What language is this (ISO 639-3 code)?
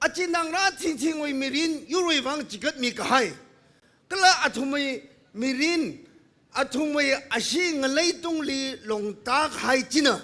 nmf